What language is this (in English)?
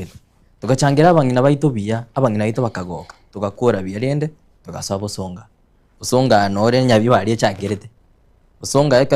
Gusii